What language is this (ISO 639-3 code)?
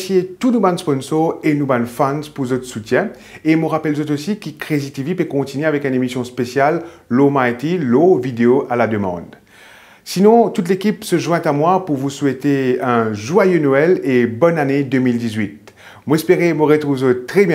mfe